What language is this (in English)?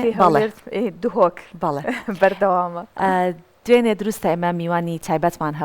Central Kurdish